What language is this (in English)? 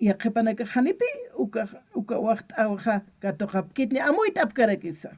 Aymara